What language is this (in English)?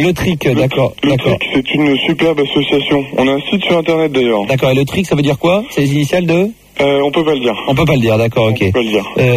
French